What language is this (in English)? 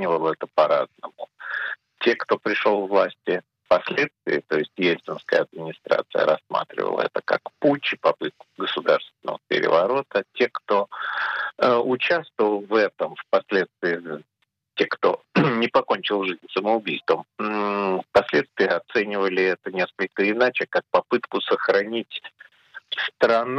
Russian